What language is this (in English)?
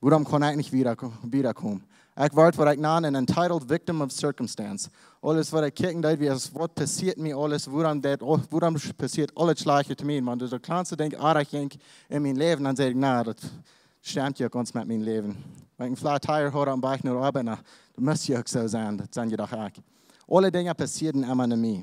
Plautdietsch